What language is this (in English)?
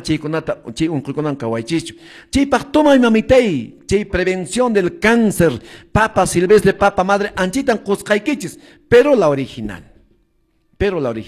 Quechua